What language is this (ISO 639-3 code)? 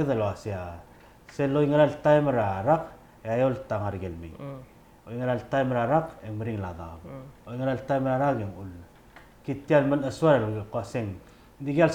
pau